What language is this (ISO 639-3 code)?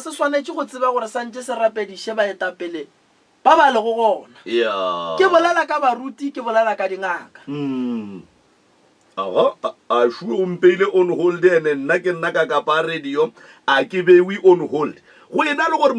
nso